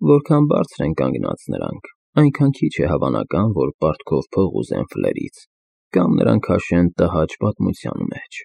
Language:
Armenian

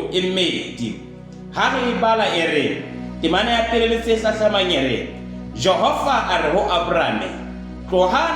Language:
Southern Sotho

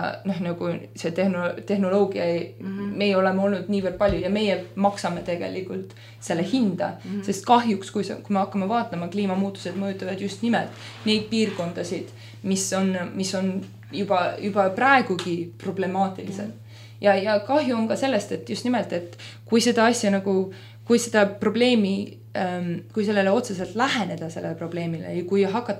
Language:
Estonian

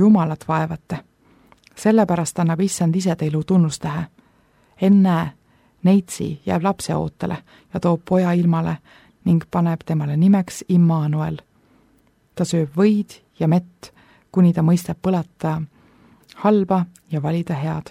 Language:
Estonian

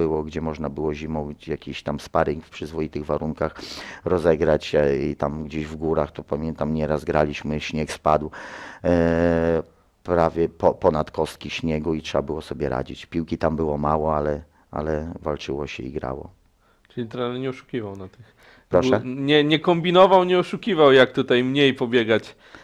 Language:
Polish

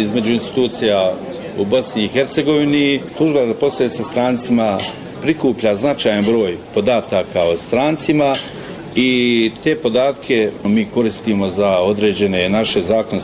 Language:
Bosnian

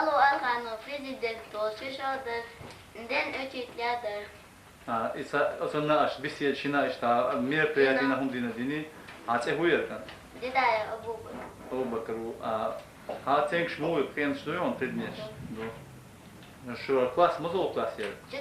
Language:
Chechen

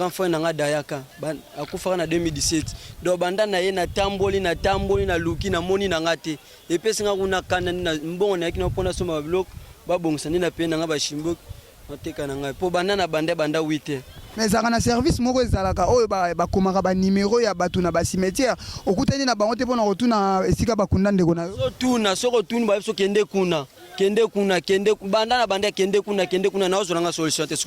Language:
Lingala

